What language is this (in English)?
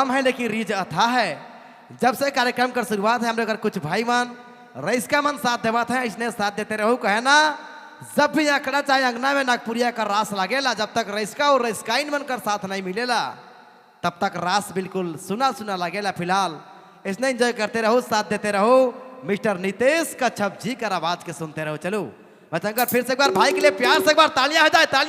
Sadri